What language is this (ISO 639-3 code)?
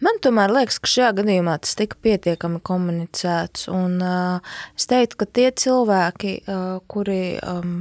lav